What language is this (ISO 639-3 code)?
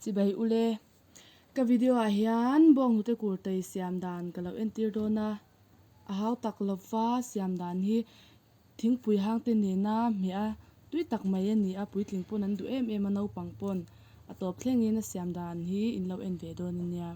lus